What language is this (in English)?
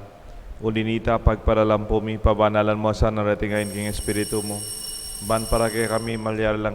Pampanga